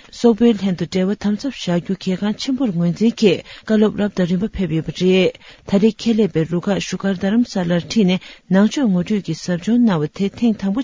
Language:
Tibetan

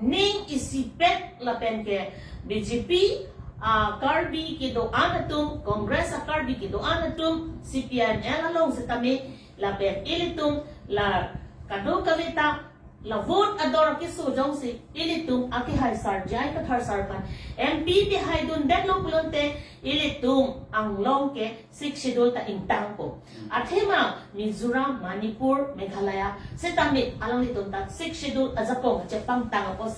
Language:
Karbi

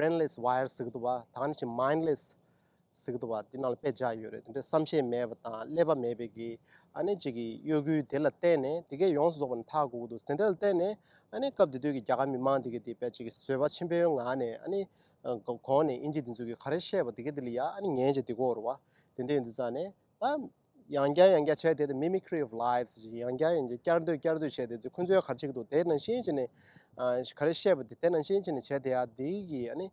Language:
Tibetan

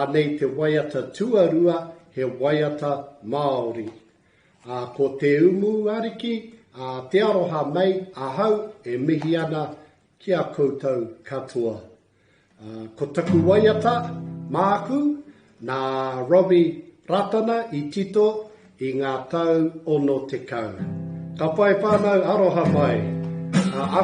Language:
Māori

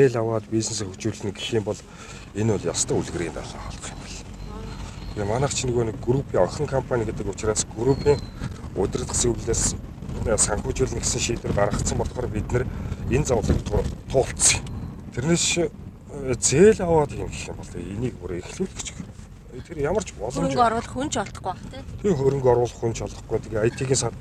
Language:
Mongolian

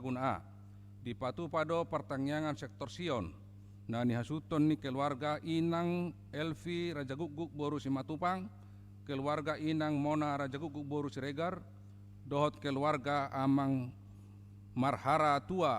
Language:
Batak Toba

